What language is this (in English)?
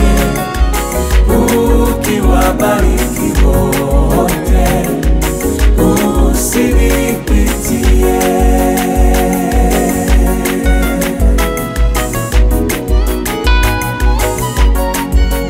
Swahili